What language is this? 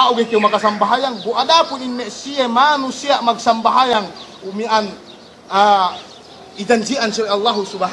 Yakan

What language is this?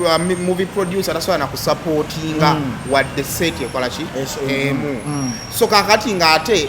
Ganda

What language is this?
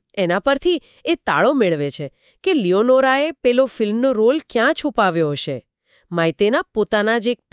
Gujarati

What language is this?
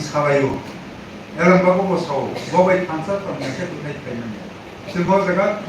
Kok Borok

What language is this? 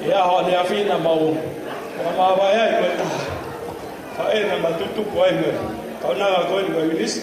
Tongan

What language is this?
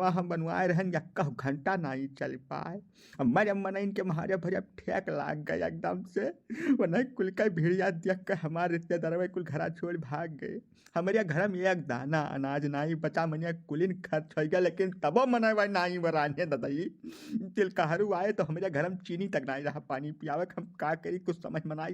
Awadhi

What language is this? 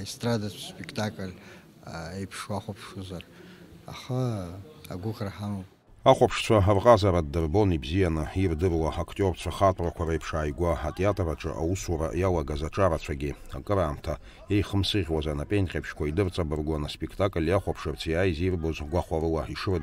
Abkhazian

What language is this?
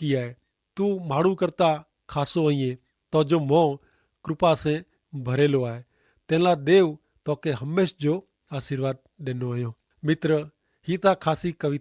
Kachhi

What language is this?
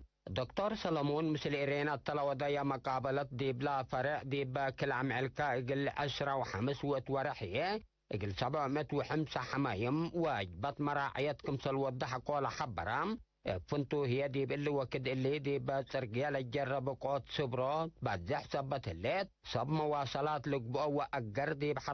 Tigre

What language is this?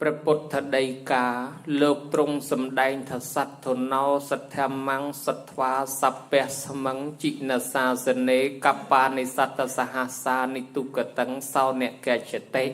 Khmer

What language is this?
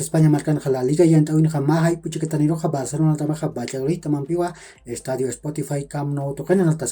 Aymara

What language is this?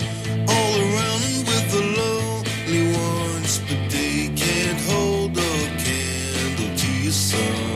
English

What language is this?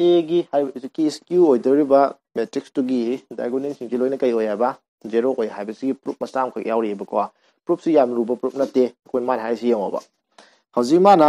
Manipuri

